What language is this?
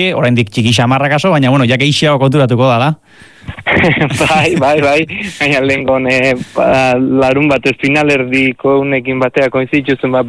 Basque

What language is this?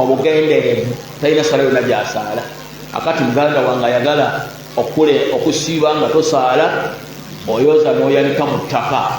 Ganda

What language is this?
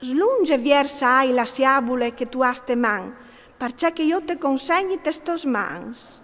Friulian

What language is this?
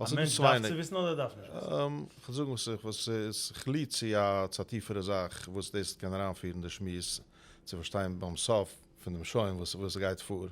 Yiddish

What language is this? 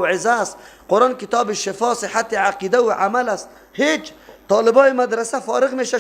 Persian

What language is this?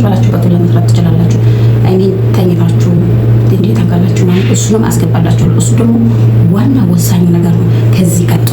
Amharic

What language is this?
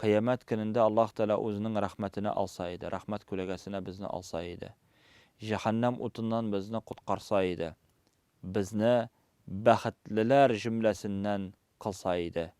Tatar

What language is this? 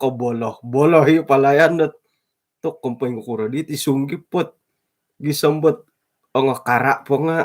Central Dusun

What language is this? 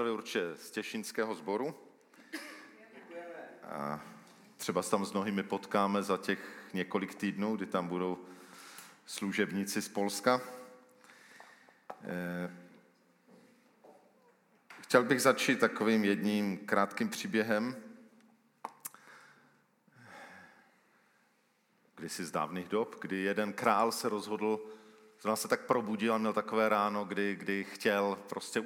Czech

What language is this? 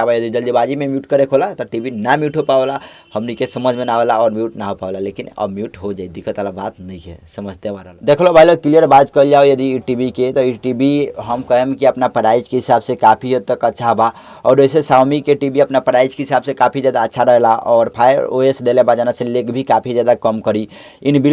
Bhojpuri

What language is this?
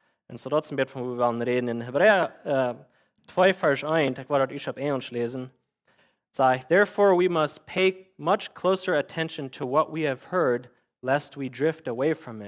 Plautdietsch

